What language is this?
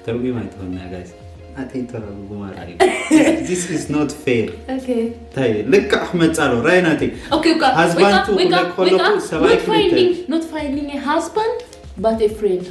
Tigrinya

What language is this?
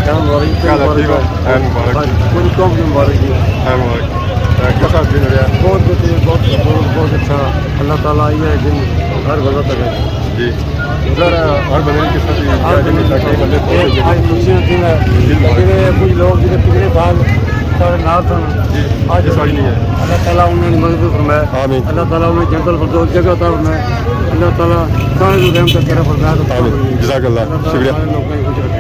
Pahari-Potwari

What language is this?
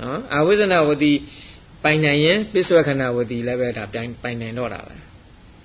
Burmese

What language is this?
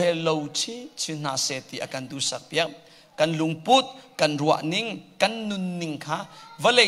Hakha Chin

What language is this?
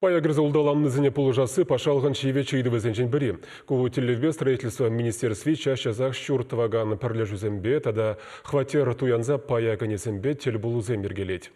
Chuvash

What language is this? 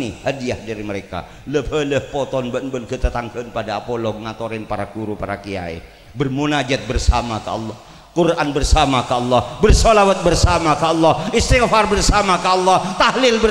Madurese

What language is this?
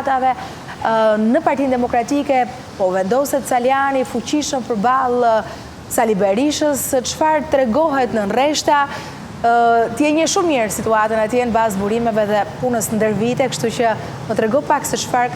Albanian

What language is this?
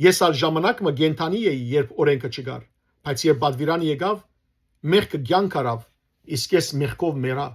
Western Armenian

